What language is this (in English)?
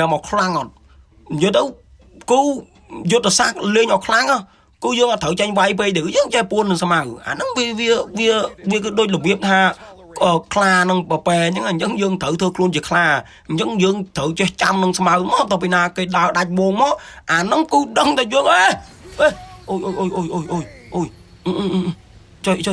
Khmer